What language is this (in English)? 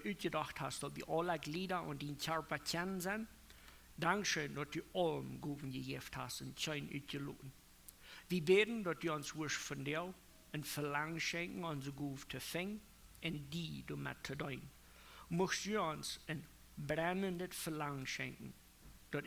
Plautdietsch